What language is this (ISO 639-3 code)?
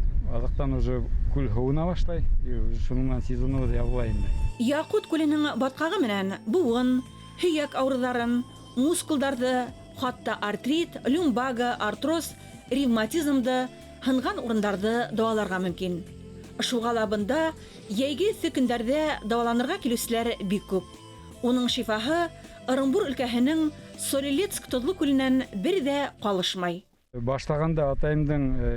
bak